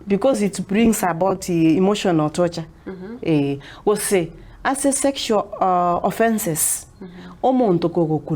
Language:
Gusii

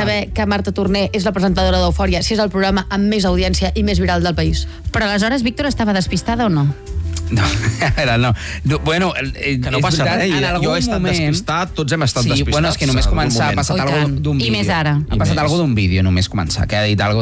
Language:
Catalan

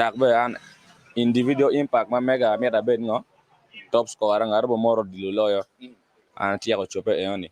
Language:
Acoli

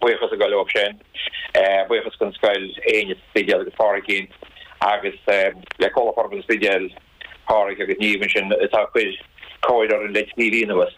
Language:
Irish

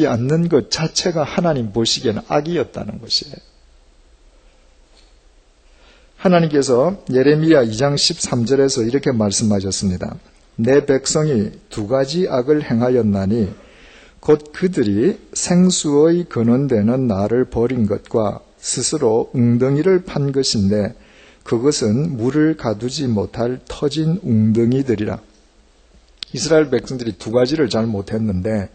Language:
Korean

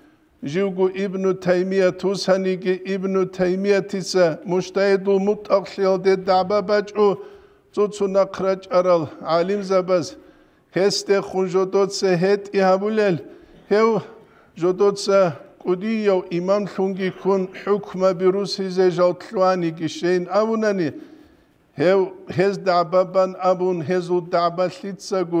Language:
Avaric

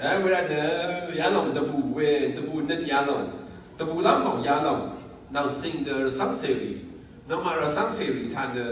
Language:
Rawang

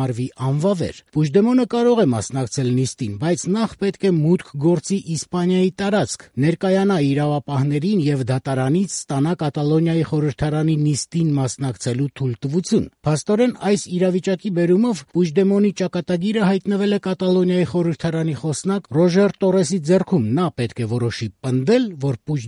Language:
Armenian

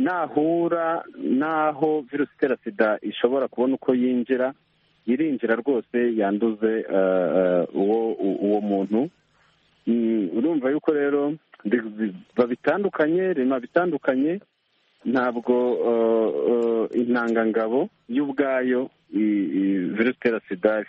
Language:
Kinyarwanda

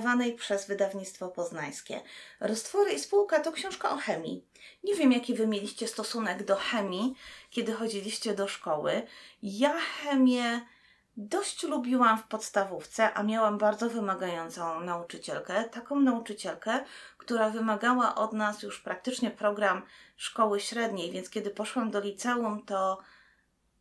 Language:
Polish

